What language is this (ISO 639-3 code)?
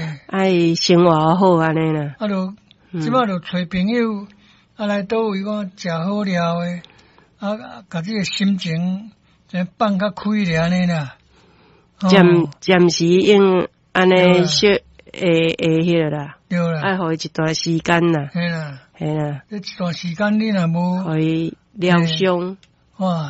nan